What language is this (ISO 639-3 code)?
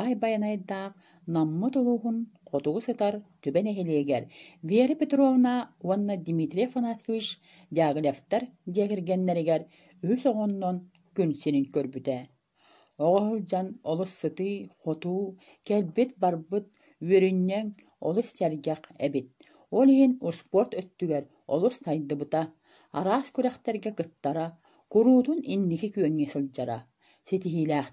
sah